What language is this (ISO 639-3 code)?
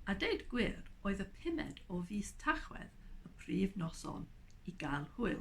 cym